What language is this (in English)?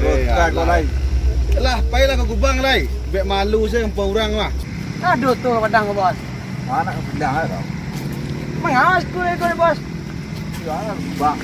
Minangkabau